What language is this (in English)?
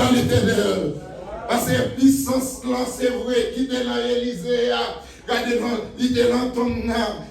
Haitian Creole